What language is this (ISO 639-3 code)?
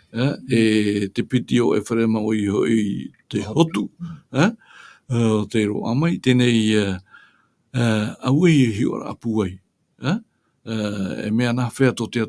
tah